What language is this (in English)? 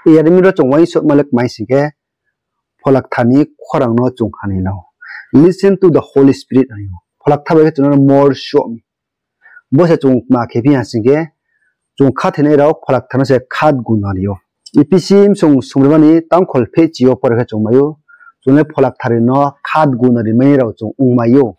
Riang (India)